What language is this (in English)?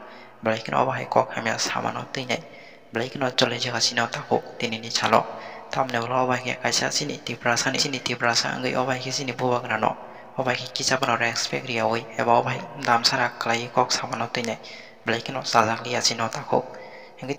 Kok Borok